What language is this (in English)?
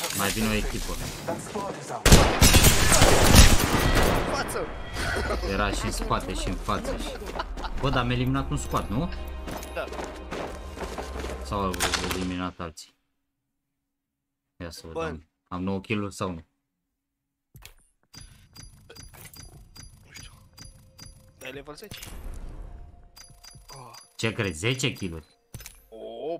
Romanian